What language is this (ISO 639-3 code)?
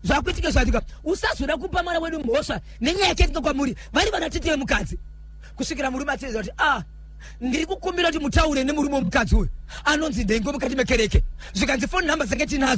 sna